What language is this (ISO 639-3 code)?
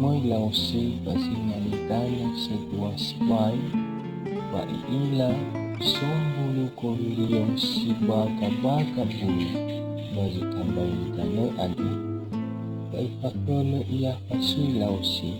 nia